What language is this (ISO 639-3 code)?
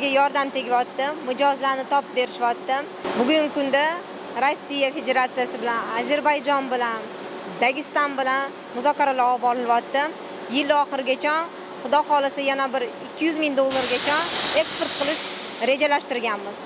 uzb